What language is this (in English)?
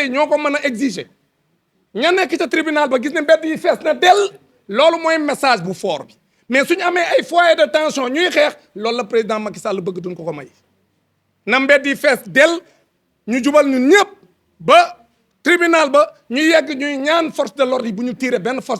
Wolof